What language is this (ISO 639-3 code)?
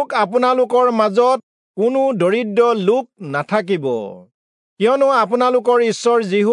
asm